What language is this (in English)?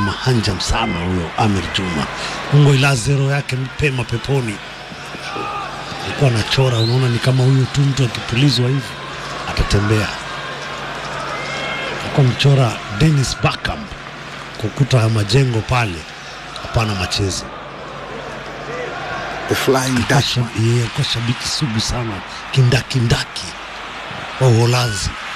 Swahili